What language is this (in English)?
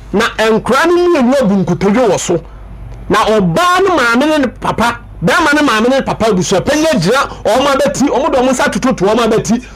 Akan